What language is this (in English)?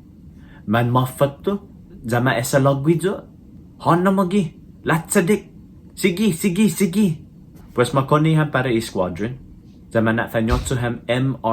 Chamorro